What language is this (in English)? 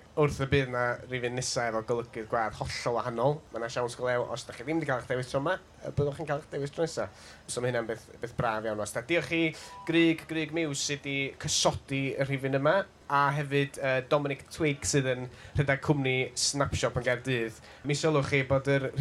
Welsh